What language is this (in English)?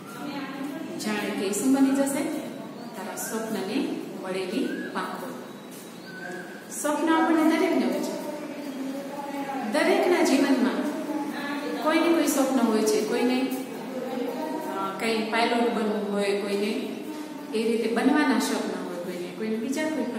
Gujarati